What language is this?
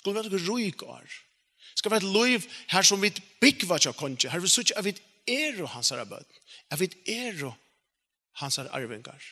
Faroese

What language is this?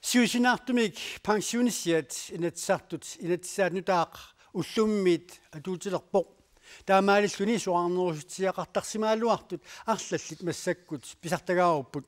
Kalaallisut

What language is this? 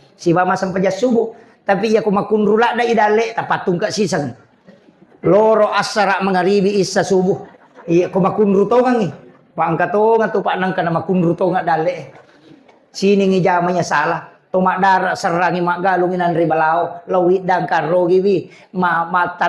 Buginese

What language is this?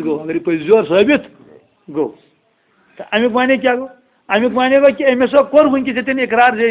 Kashmiri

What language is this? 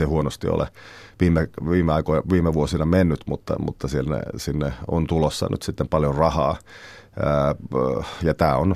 Finnish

